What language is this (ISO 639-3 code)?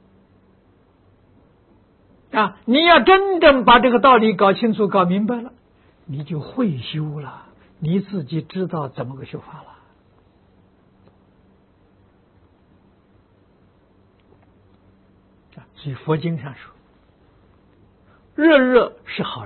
zho